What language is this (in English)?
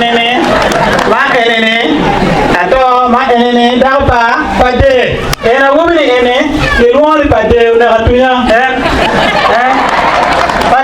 Acoli